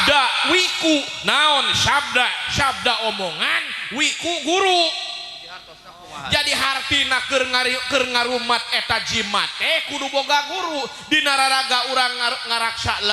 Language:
Sundanese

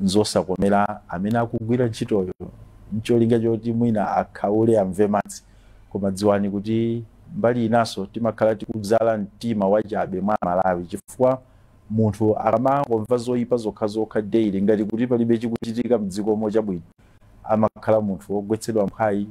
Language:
Nyanja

